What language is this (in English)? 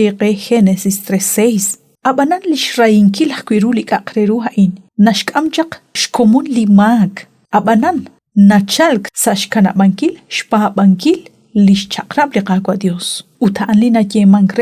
Kekchí